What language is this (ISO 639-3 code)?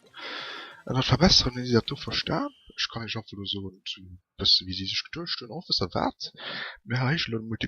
ltz